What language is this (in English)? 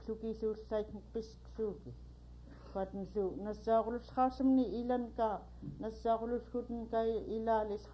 Central Yupik